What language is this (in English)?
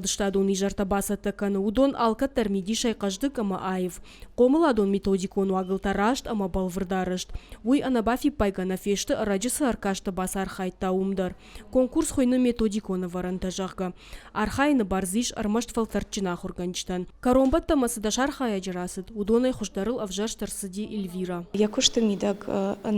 Ossetic